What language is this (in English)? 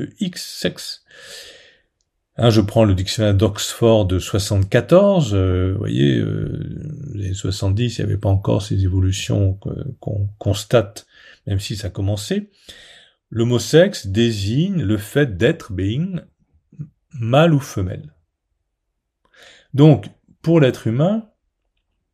French